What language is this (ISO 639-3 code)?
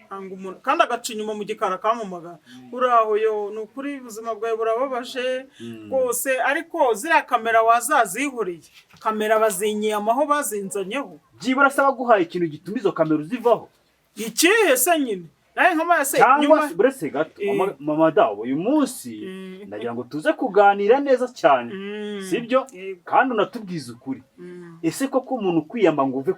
kin